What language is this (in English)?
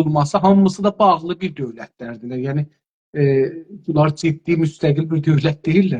South Azerbaijani